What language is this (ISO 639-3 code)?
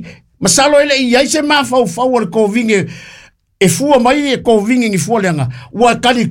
smo